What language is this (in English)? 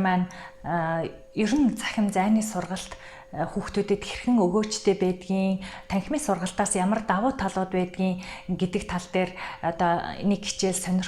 Mongolian